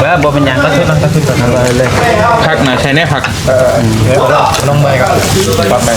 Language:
Northeastern Thai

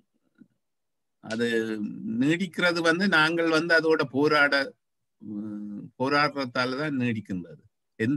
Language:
Tamil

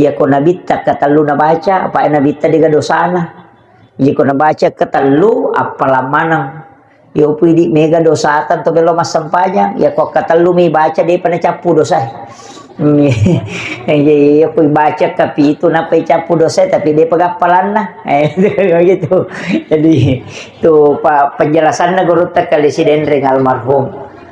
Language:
Buginese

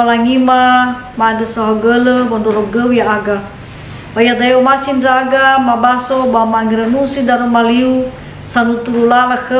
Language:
Nias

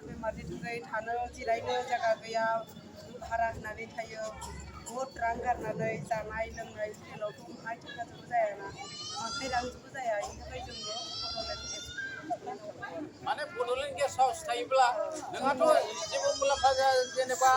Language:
Bodo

